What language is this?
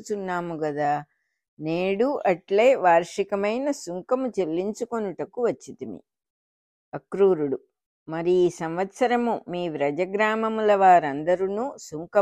Telugu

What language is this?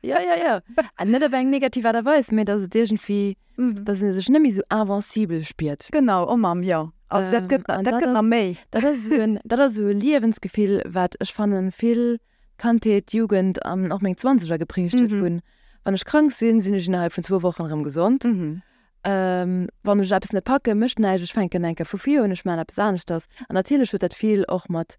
Luxembourgish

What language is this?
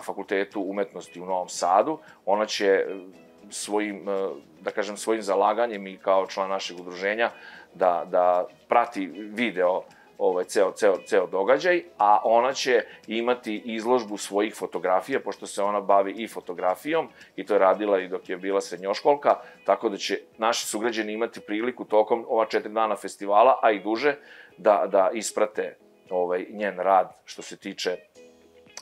Serbian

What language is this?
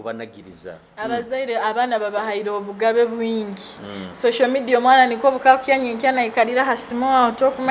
Nyoro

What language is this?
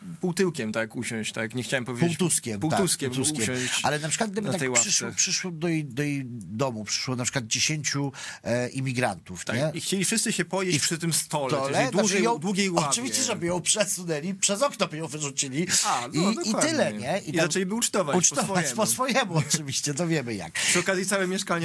Polish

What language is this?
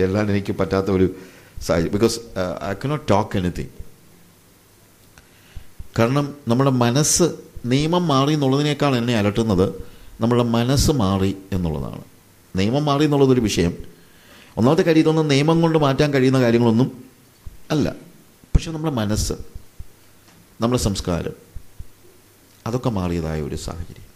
Malayalam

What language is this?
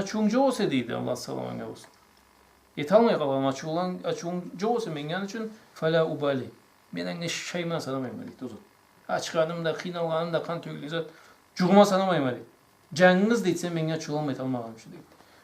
Karachay-Balkar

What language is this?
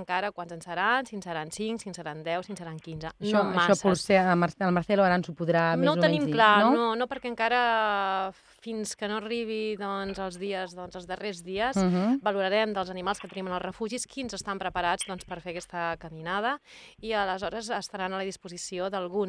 Catalan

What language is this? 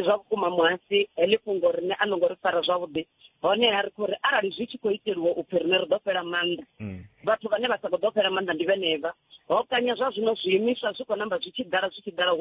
Venda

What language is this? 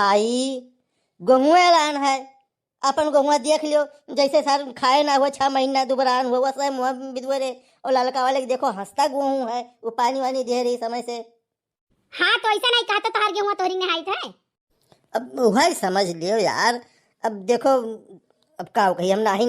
Awadhi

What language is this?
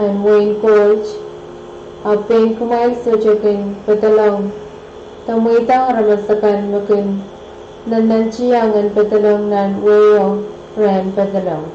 Pohnpeian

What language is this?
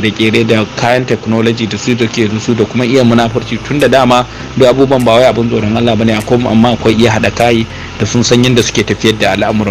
Hausa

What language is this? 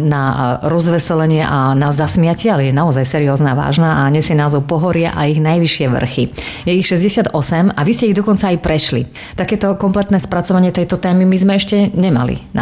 Slovak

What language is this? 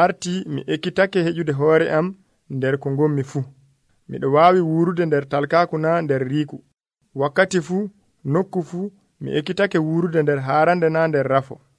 Nigerian Fulfulde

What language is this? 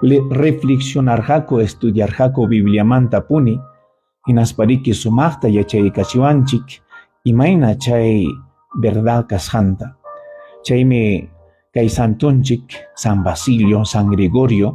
Ayacucho Quechua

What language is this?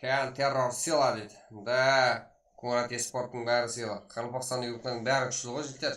Kara-Kalpak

